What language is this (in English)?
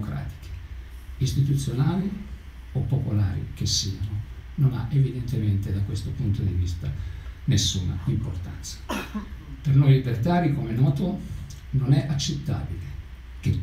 Italian